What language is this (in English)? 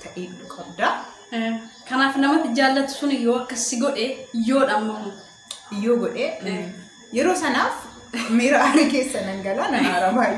Oromo